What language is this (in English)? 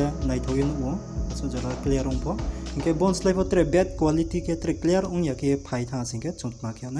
Riang (India)